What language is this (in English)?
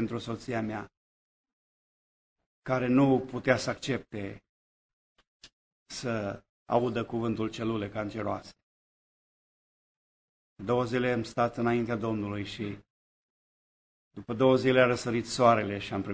Romanian